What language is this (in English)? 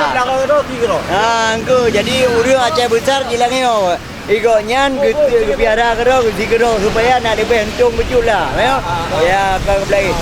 Achinese